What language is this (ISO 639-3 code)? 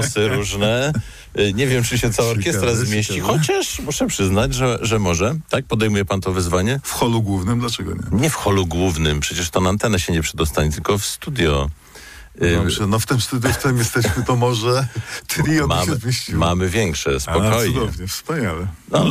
pol